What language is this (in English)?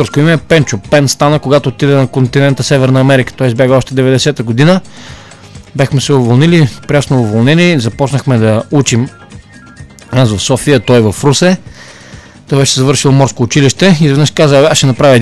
Bulgarian